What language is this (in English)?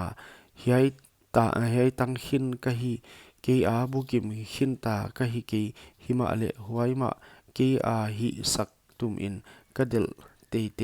Paite Chin